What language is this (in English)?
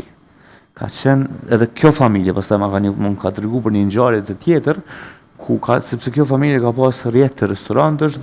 Albanian